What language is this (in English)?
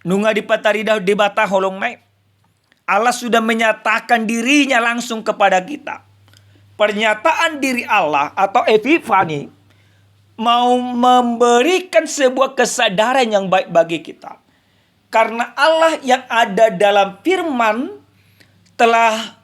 Batak Toba